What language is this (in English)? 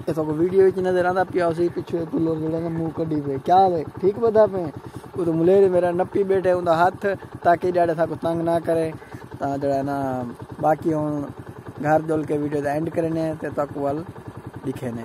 Saraiki